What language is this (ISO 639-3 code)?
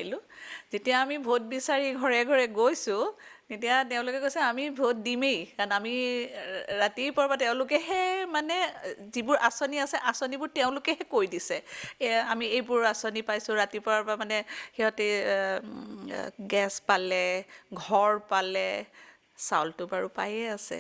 asm